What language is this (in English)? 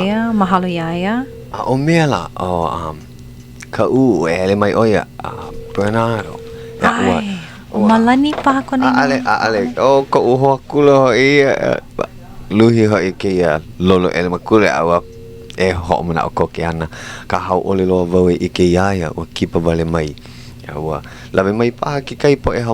Hawaiian